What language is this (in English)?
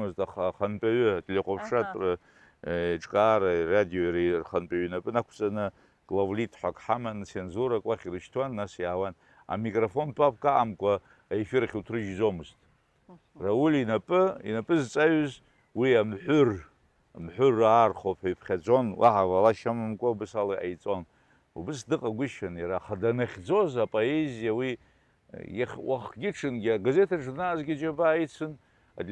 Abkhazian